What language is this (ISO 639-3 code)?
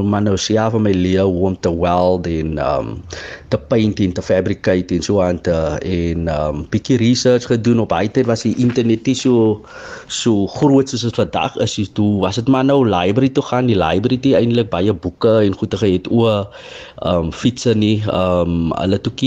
afr